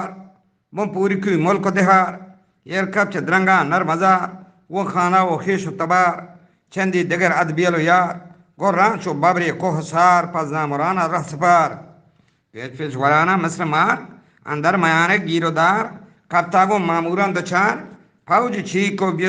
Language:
Eastern Balochi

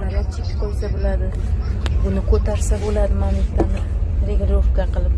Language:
Uzbek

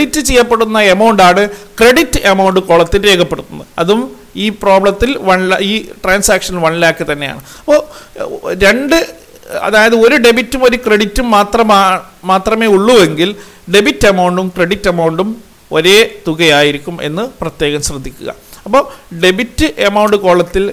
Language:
Malayalam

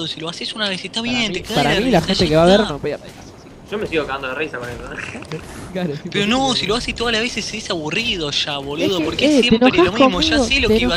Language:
Spanish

